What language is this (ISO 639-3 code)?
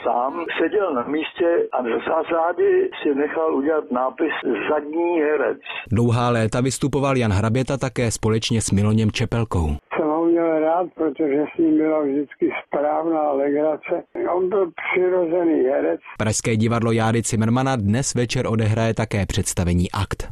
ces